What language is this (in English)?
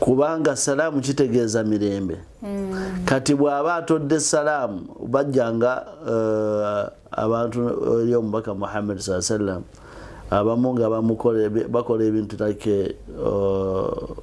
Ganda